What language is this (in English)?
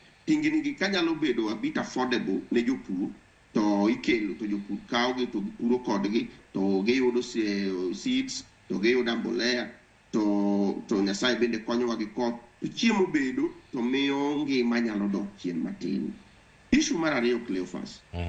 Luo (Kenya and Tanzania)